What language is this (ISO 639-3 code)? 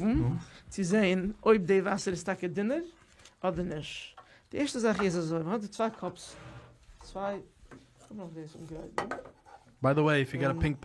yid